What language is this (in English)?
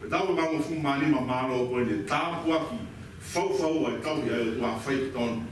Tongan